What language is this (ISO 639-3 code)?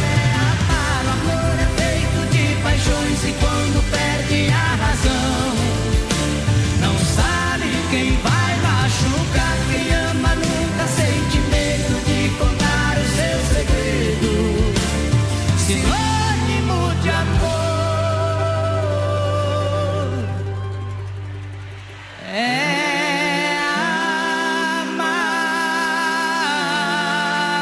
por